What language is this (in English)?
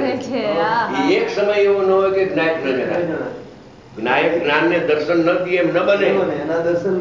Gujarati